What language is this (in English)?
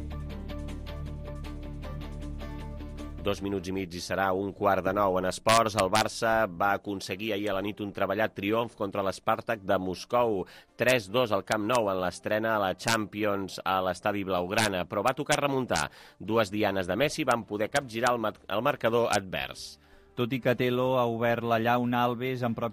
Catalan